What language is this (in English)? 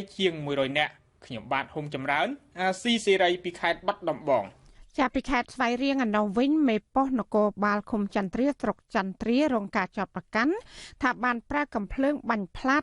Khmer